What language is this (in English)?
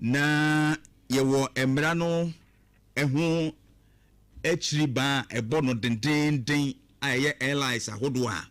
Akan